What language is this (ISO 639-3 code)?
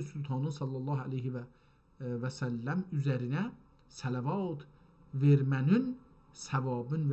azb